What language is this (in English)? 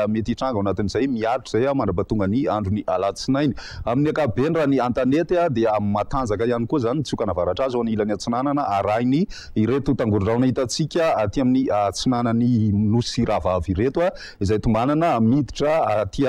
Malagasy